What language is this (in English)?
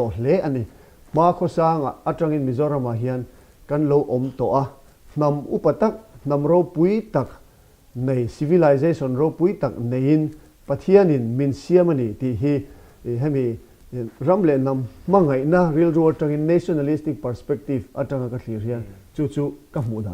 Mizo